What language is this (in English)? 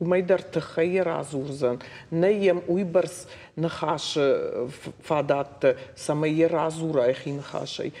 Ossetic